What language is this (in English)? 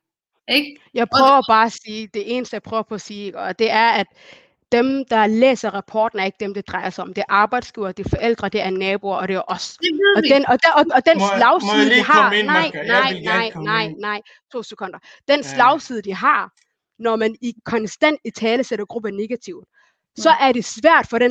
Danish